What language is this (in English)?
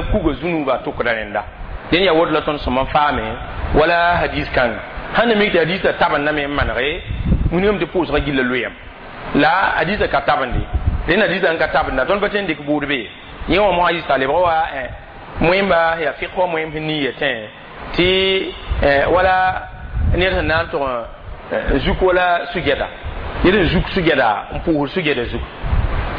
Mossi